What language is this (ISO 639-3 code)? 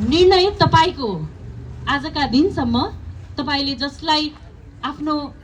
nep